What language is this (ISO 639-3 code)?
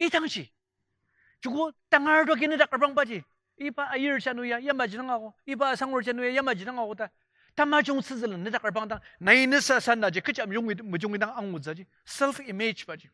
njo